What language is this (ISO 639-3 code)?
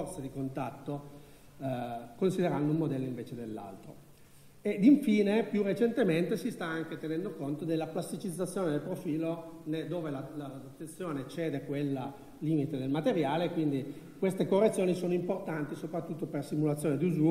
ita